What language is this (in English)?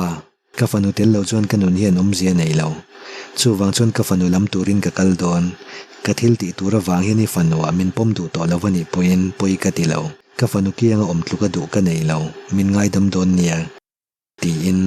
Mizo